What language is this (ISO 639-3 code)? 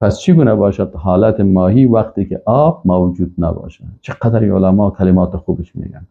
fas